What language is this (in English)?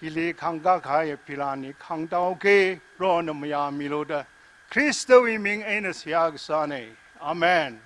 Tangkhul Naga (India)